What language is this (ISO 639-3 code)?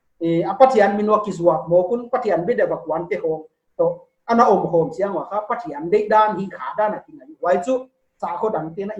pck